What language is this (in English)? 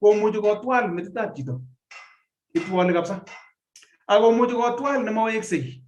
Kalenjin